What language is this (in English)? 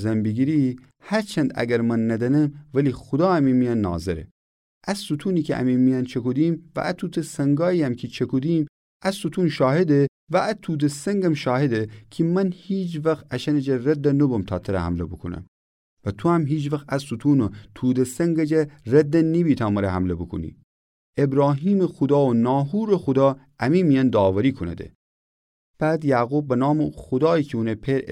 Gilaki